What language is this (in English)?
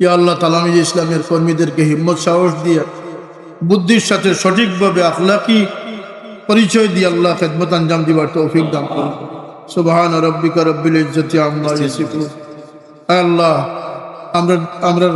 Sylheti